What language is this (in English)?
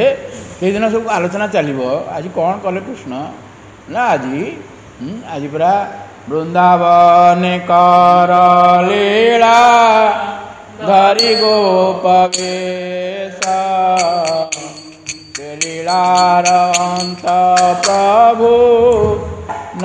Odia